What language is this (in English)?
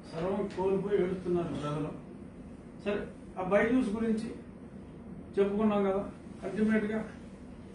Telugu